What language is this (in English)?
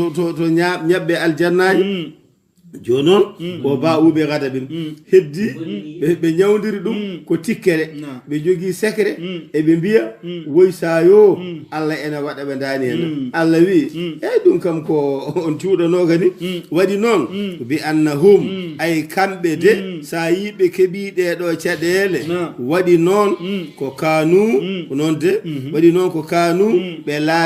Fula